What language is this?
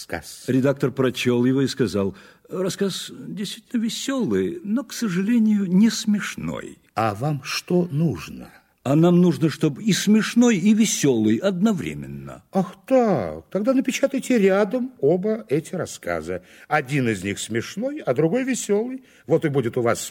Russian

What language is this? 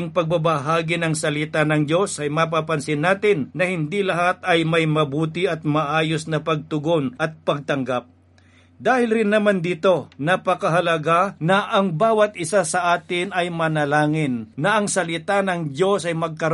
Filipino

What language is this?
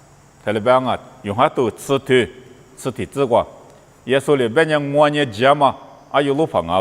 Lisu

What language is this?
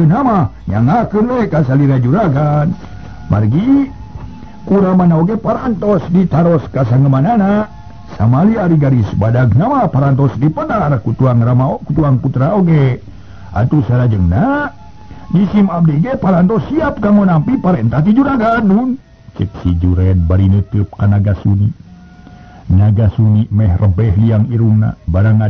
Sundanese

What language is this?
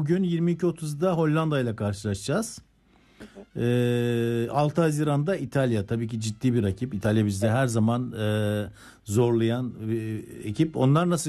Turkish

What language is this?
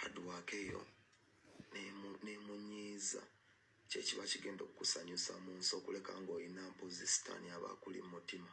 Ganda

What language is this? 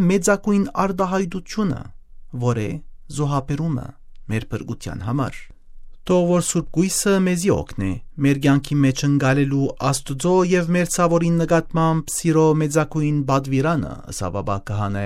Western Armenian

